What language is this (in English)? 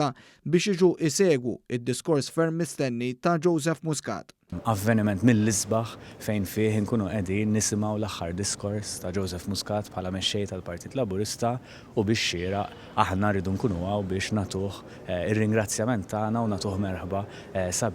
Maltese